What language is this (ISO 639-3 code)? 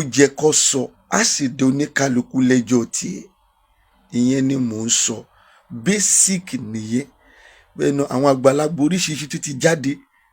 yor